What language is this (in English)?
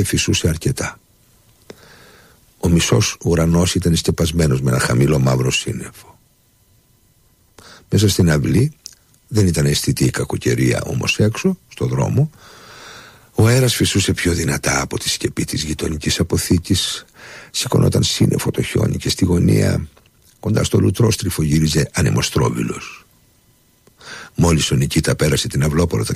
Greek